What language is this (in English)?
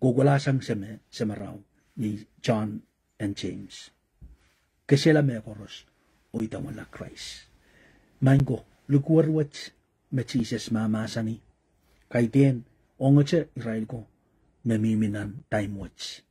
Pohnpeian